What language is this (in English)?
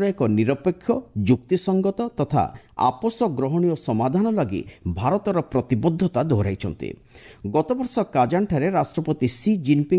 Odia